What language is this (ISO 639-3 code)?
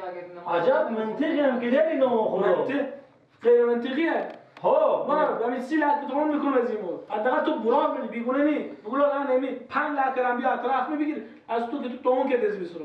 fas